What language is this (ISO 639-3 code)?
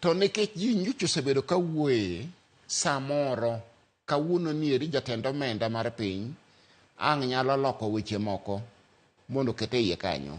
luo